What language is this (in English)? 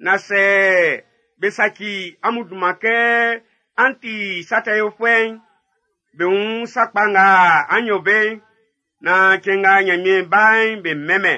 Baoulé